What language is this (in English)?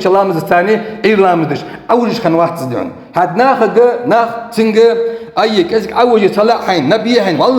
Ingush